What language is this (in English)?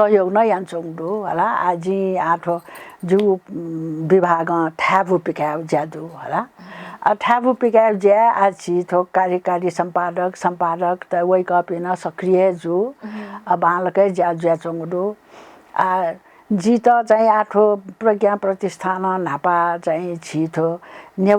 Newari